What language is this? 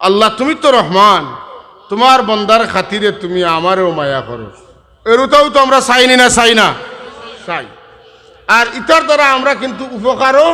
Sylheti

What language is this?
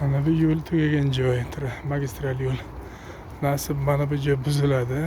Uzbek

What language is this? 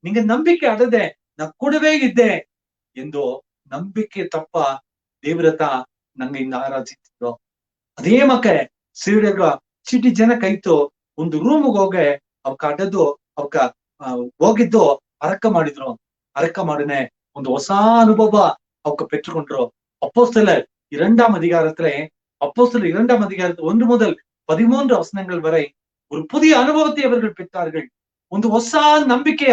Badaga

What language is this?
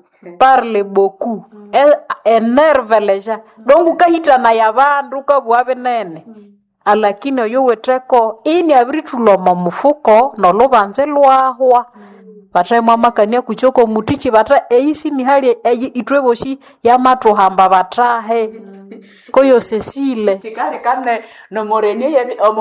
Nande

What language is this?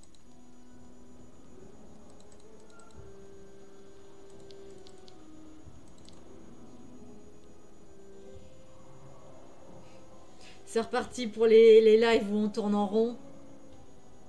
French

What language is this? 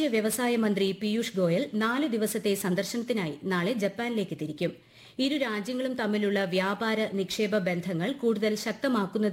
Malayalam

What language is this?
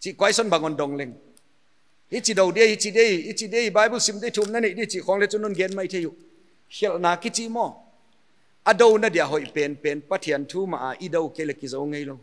Paite Chin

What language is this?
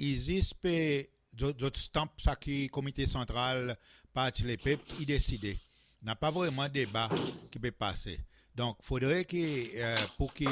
Seselwa Creole French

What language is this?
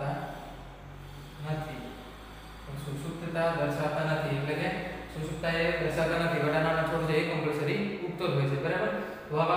Gujarati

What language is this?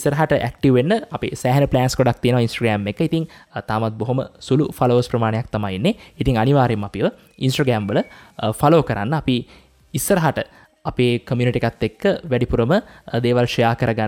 Sinhala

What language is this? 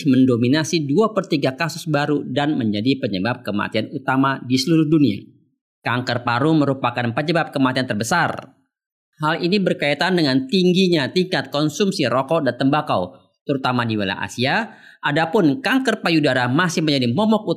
Indonesian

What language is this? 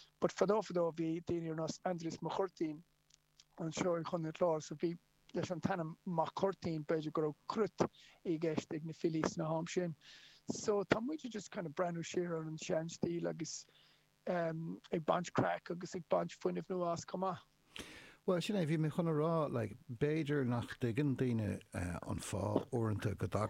Irish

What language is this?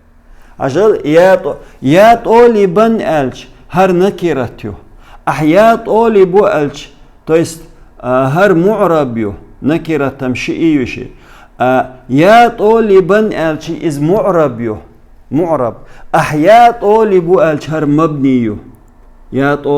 Chechen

